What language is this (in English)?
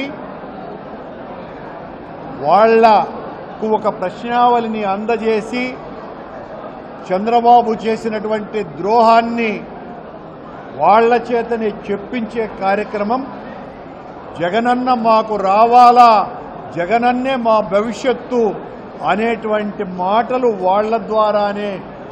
Telugu